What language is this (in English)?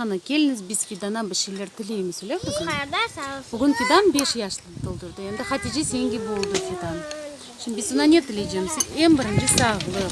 Crimean Tatar